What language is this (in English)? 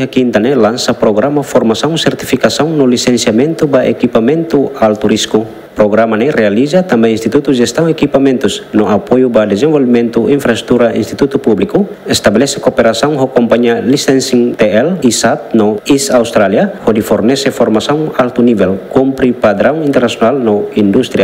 Tetum